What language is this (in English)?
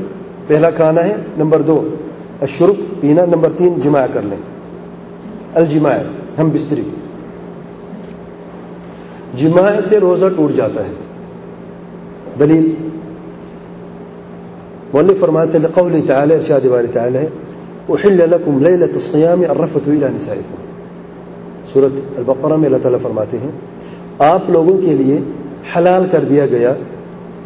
Urdu